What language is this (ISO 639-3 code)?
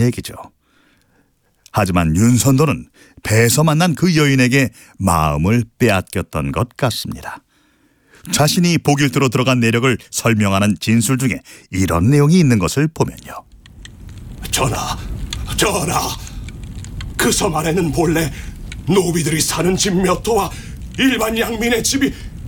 kor